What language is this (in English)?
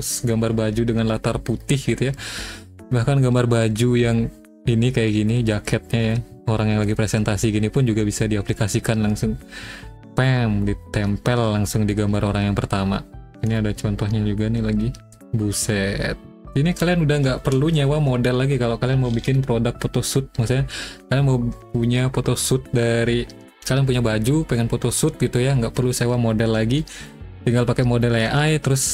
Indonesian